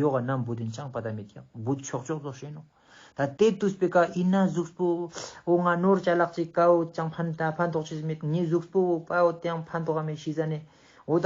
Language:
Ladakhi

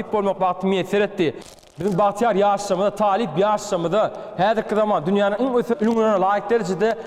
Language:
Turkmen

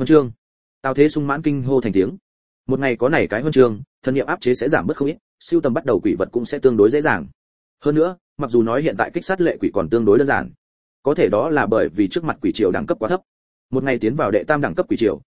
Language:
Vietnamese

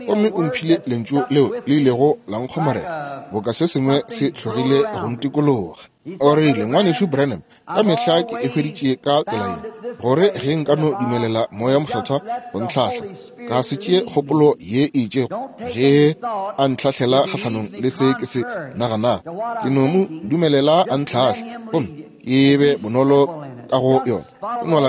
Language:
Northern Sotho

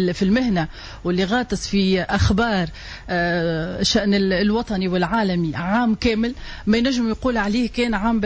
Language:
Tunisian Arabic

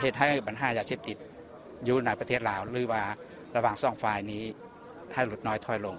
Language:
Lao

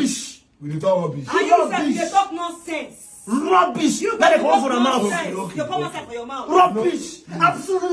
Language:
Nigerian Pidgin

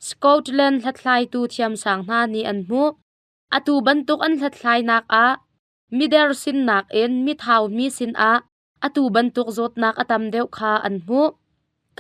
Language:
Hakha Chin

